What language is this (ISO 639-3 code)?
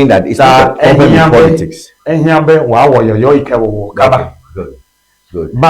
ewe